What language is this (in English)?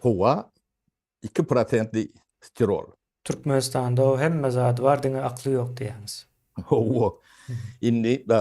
Turkmen